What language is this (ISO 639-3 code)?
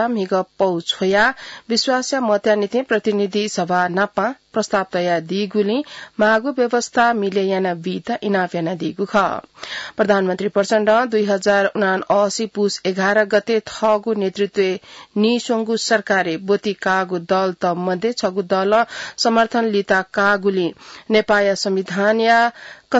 new